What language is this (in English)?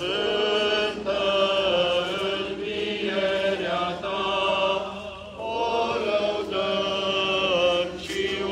Romanian